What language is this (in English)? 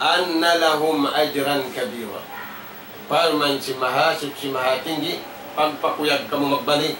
Tausug